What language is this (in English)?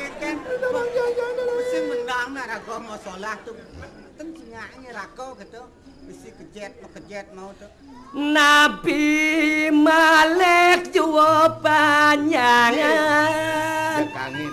Balinese